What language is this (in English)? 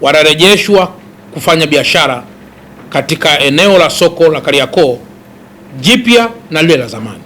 Swahili